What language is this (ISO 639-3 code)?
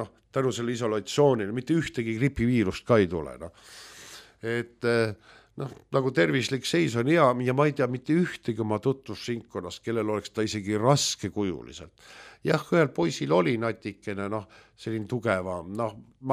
est